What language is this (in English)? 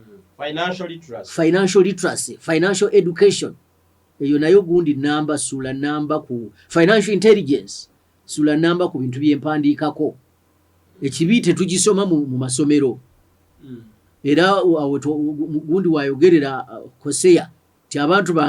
Ganda